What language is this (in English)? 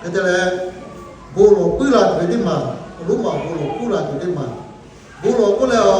Lahu